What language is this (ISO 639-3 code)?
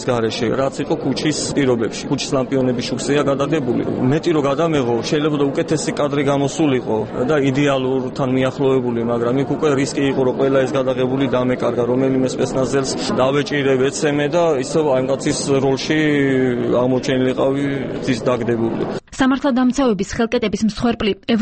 kat